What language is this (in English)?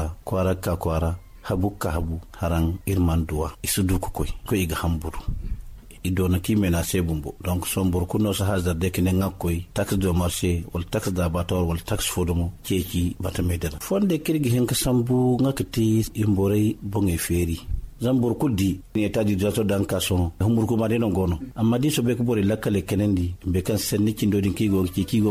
Zarma